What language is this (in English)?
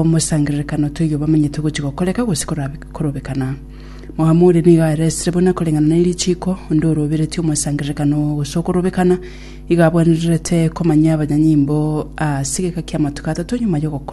Gusii